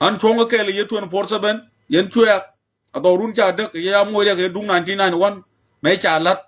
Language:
Nuer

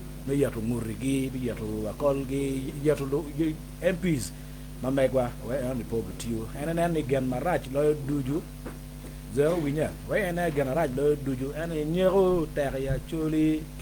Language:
Acoli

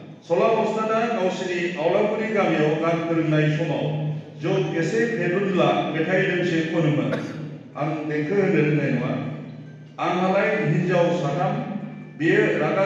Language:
Bodo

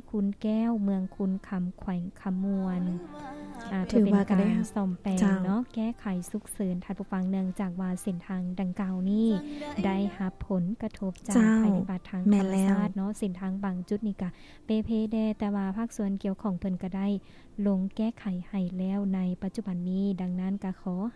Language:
Lao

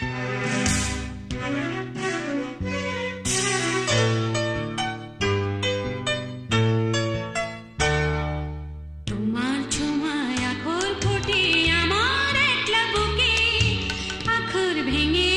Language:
Bangla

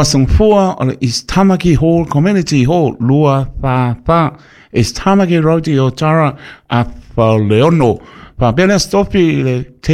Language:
Samoan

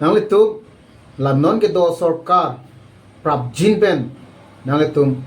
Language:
Karbi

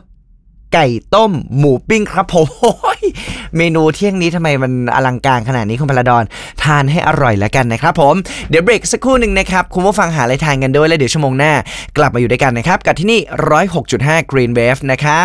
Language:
Thai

